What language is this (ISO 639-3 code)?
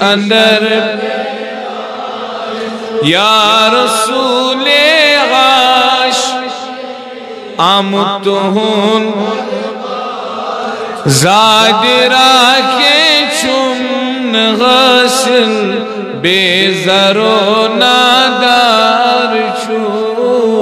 kas